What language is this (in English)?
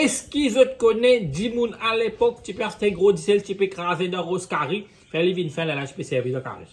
Morisyen